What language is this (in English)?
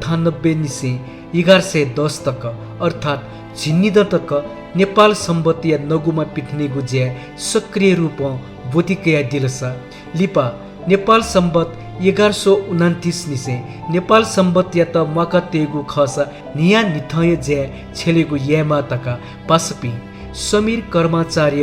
Newari